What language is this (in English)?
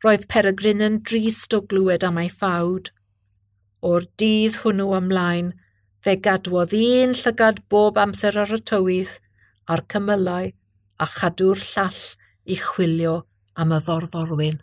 Welsh